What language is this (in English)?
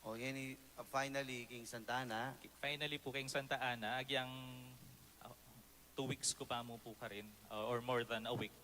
Pampanga